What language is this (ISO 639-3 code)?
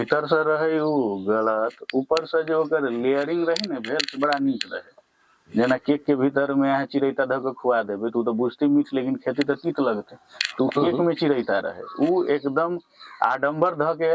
mai